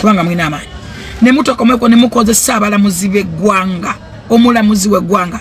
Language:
Ganda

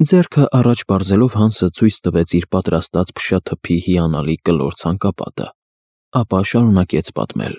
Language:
Armenian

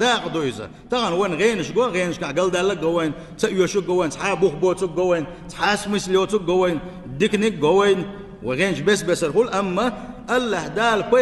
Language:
Chechen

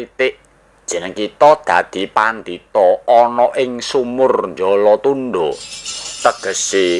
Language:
Javanese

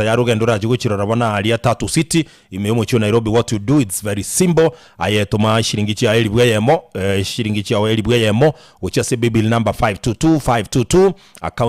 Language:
Gusii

